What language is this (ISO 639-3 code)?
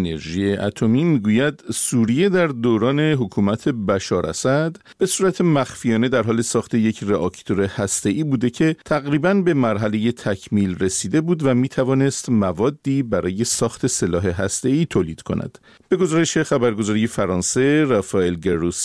fas